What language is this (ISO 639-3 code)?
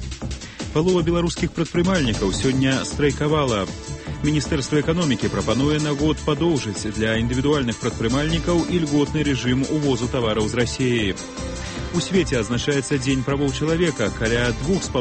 bel